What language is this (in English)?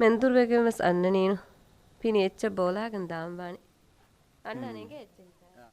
Divehi